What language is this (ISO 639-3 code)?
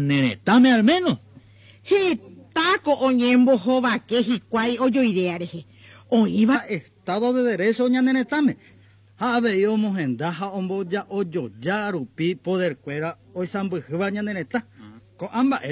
grn